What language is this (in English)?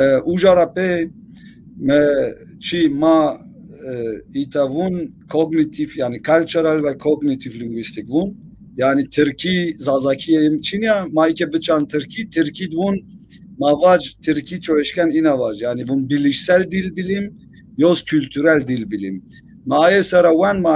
Zaza